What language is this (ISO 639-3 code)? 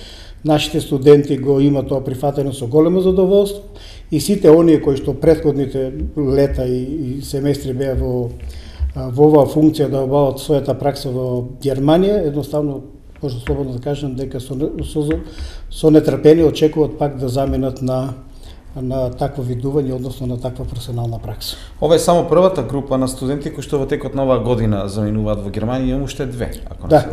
mkd